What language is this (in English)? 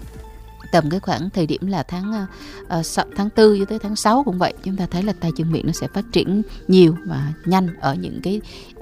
Vietnamese